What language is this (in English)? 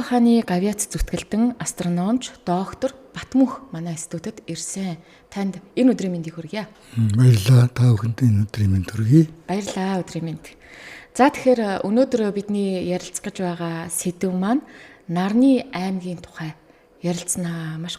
Mongolian